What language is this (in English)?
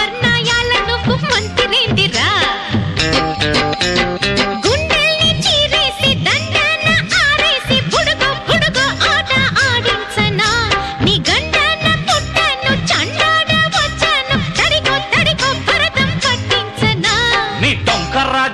Telugu